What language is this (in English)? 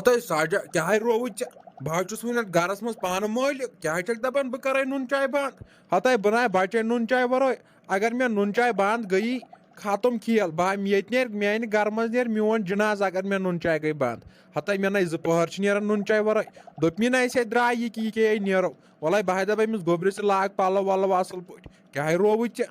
Kashmiri